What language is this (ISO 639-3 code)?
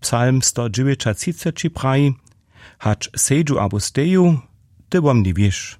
hsb